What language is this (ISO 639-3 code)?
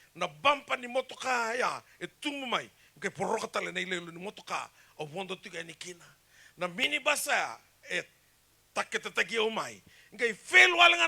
fij